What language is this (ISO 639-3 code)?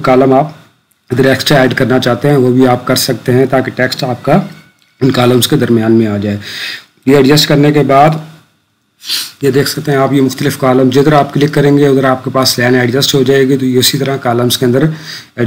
hin